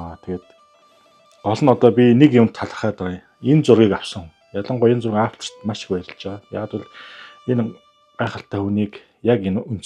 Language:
Mongolian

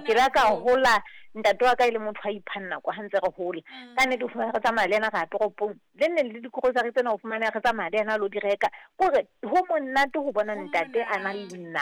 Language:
Southern Sotho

